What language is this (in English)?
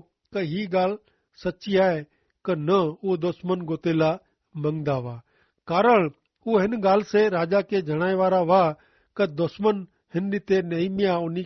Kachhi